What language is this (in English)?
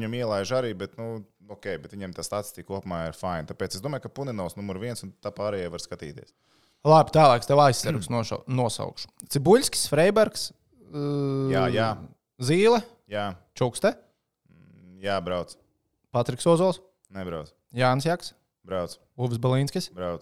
Latvian